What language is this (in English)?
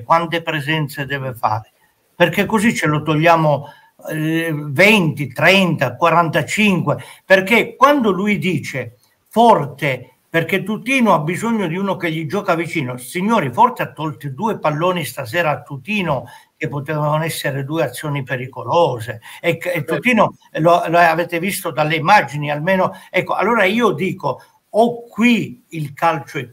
Italian